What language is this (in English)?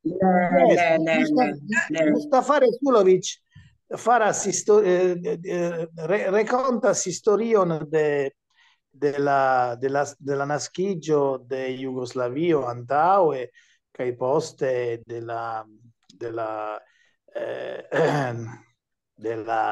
Esperanto